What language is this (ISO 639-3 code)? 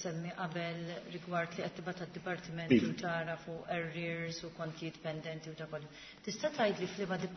mlt